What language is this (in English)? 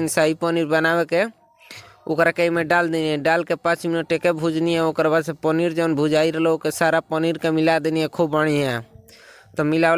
Bhojpuri